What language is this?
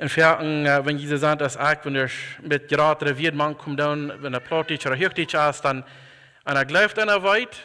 Plautdietsch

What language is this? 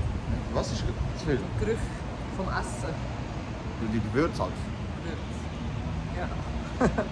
Swiss German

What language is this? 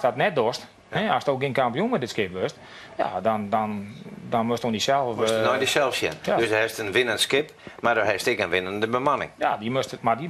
Western Frisian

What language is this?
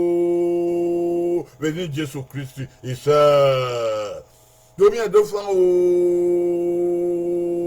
Bini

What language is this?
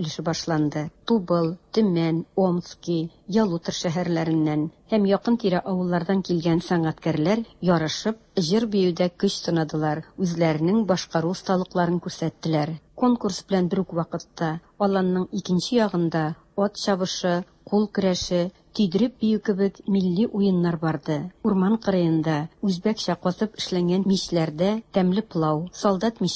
Tatar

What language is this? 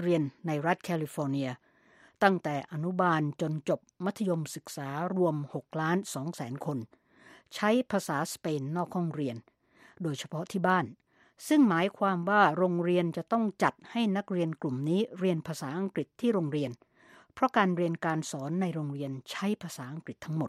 Thai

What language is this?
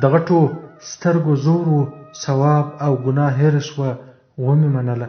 Pashto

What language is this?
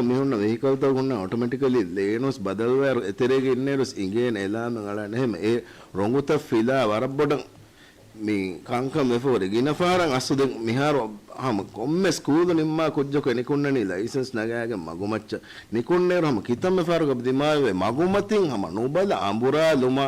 Divehi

